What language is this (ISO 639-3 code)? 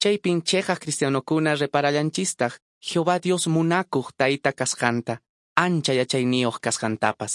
que